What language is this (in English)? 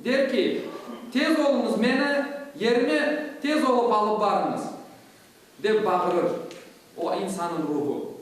Crimean Tatar